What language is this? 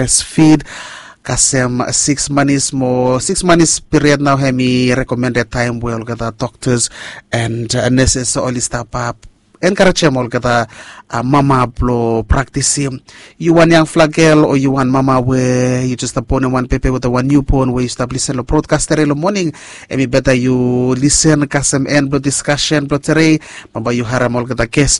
Bislama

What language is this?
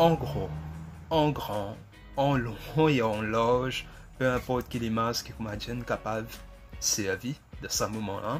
Morisyen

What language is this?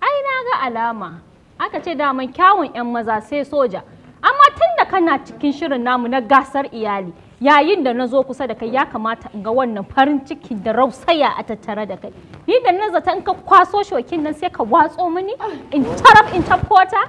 Hausa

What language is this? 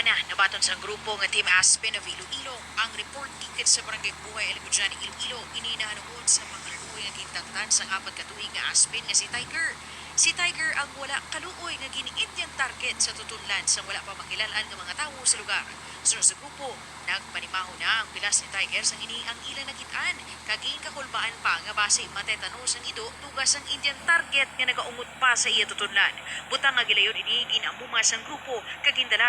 Hiligaynon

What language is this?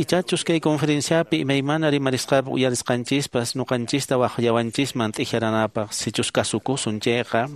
Quechua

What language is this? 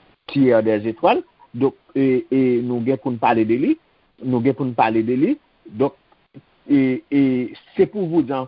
Haitian Creole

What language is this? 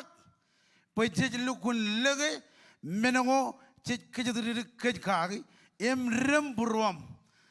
Marshallese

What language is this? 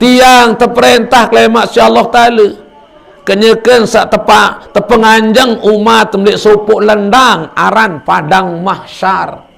Sasak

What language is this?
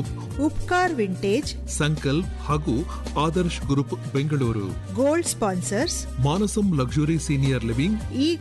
Kannada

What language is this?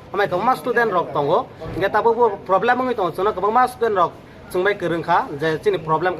Kok Borok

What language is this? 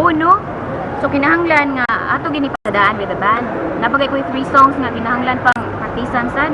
Cebuano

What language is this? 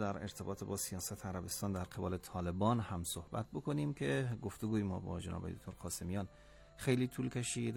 Persian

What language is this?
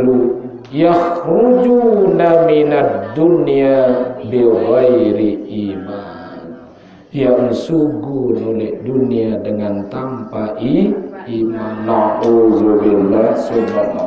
Sasak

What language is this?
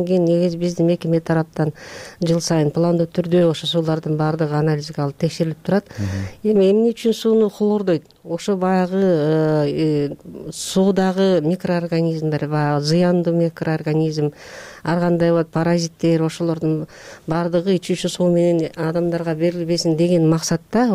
Kyrgyz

